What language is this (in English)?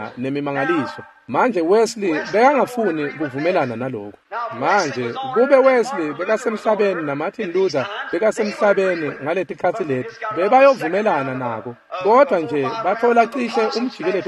Swati